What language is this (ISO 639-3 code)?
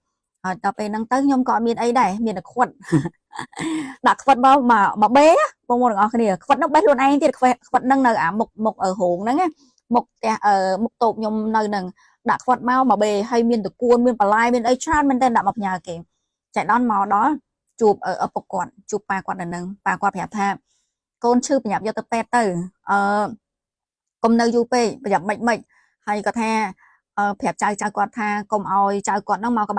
khm